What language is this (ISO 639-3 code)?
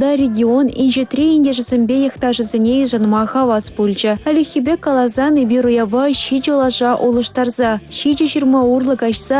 chv